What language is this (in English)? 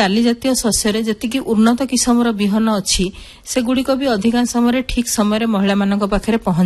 Odia